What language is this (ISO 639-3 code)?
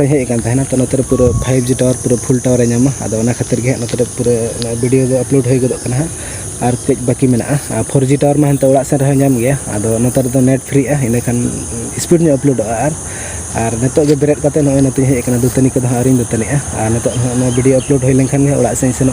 sat